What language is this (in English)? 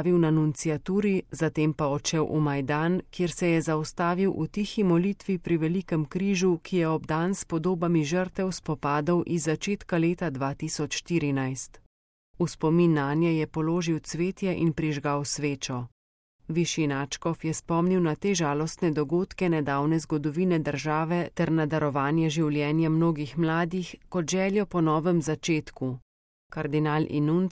Slovenian